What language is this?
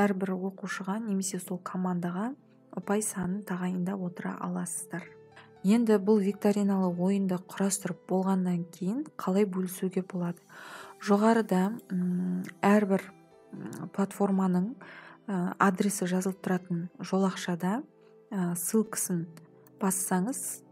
Kazakh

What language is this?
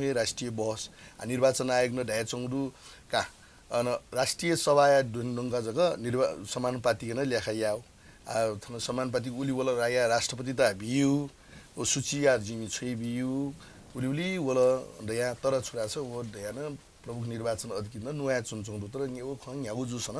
Newari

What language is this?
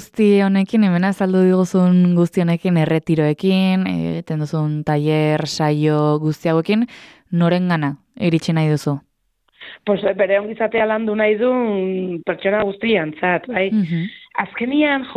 Basque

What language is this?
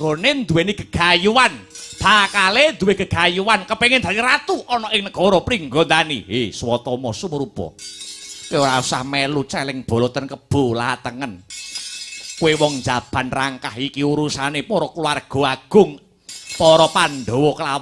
Javanese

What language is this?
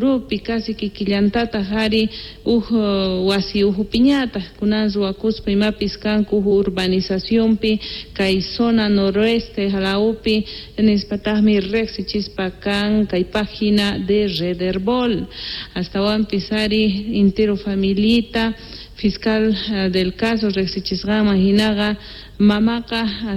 Quechua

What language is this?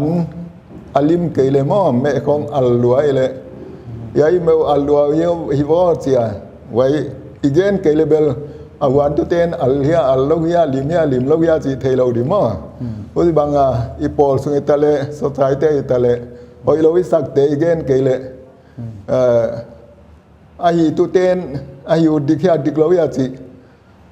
Paite Chin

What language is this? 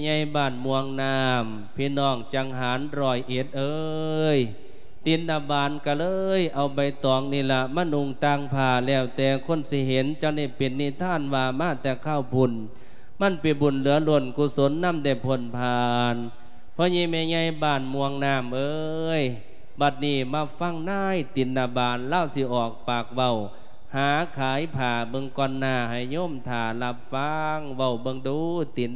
Lao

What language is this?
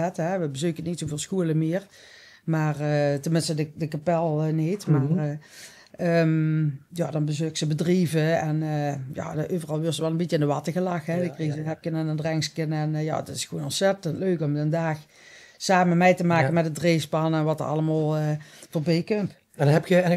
Limburgish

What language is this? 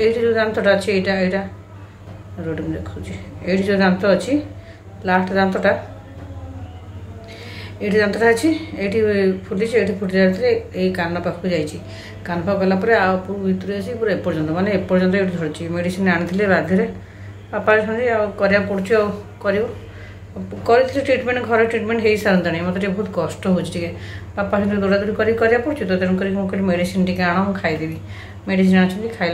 Odia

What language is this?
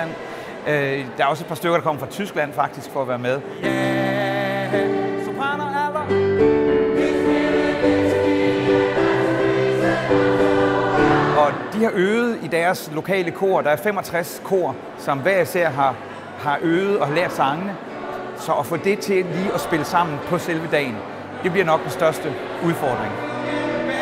Danish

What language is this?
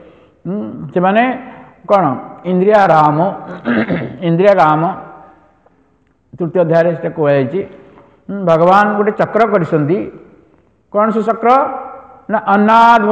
Odia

